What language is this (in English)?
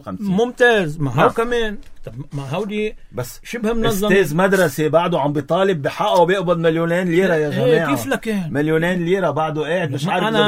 North Levantine Arabic